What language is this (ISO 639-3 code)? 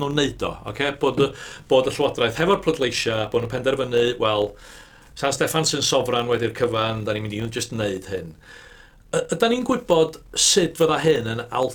cym